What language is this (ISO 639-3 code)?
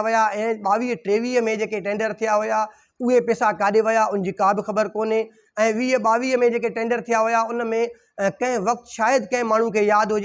snd